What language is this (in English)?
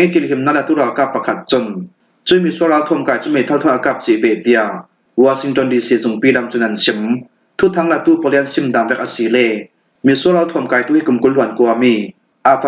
Falam Chin